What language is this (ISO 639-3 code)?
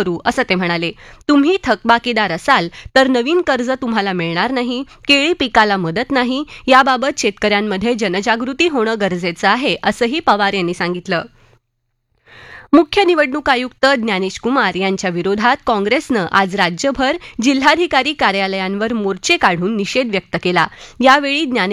mar